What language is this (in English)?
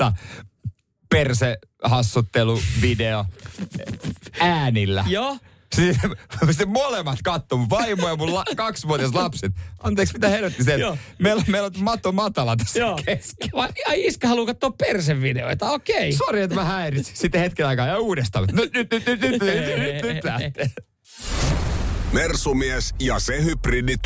Finnish